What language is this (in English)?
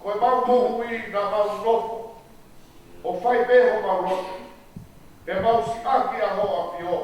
Tongan